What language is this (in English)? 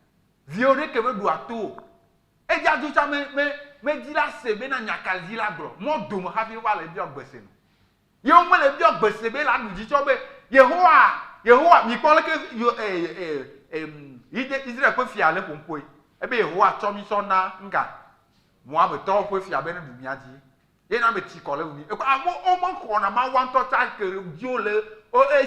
Ewe